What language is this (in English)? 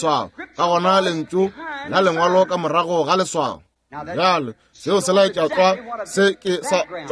Northern Sotho